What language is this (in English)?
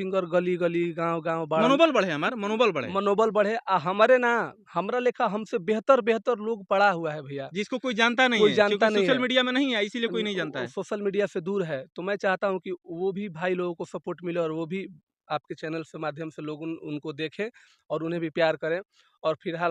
Bhojpuri